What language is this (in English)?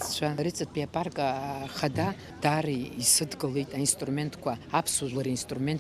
Abkhazian